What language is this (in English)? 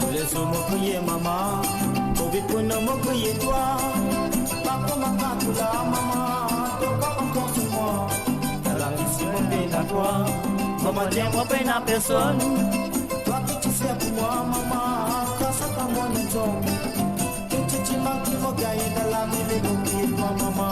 Morisyen